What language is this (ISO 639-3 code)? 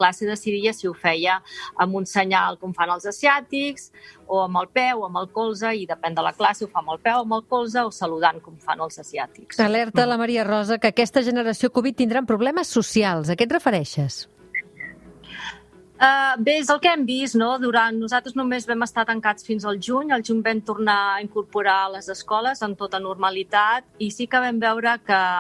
cat